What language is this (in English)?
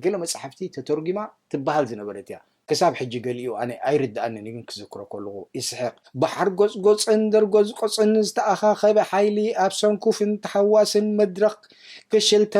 Tigrinya